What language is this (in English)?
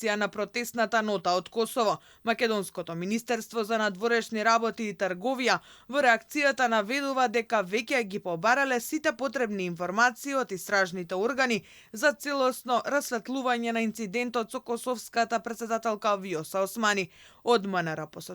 Macedonian